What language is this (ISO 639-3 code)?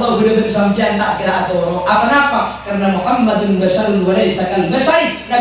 mad